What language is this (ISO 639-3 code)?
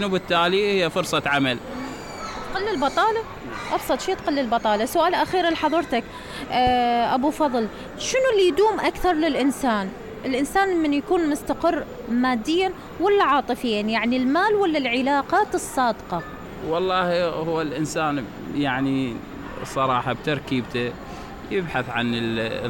acm